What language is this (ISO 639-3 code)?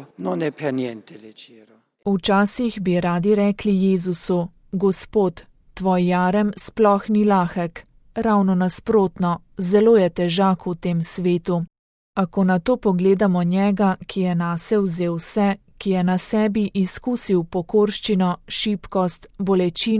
slv